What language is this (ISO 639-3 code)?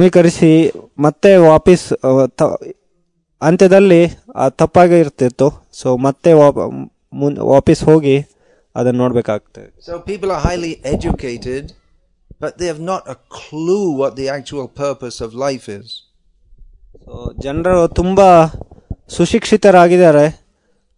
kan